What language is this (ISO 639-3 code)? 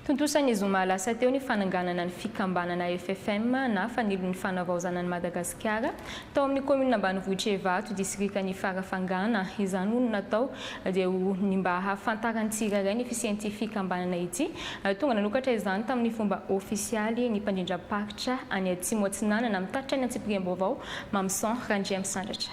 mlg